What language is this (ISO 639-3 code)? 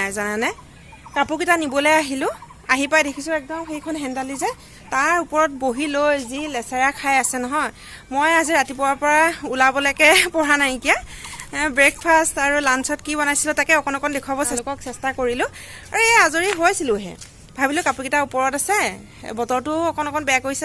asm